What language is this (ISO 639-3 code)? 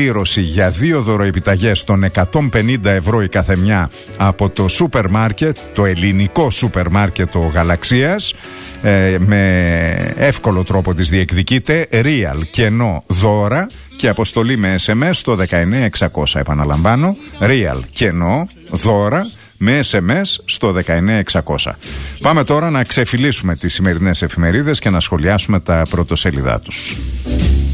ell